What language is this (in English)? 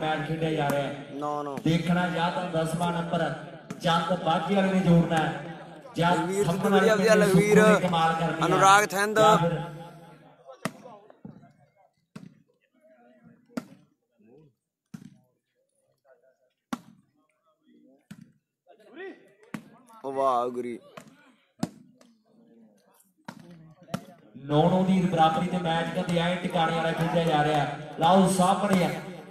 Punjabi